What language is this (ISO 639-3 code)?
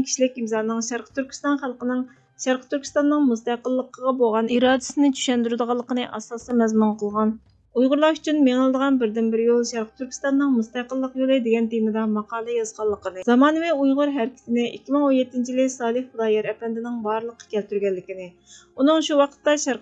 uig